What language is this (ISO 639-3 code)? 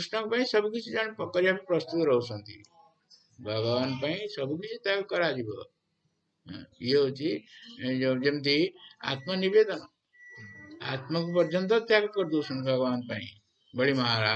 ori